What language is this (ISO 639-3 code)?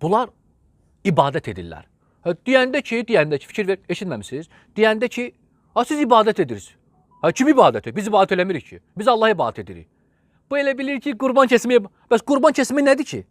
aze